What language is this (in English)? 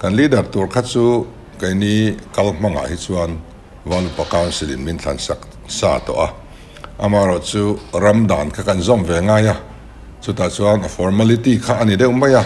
Mizo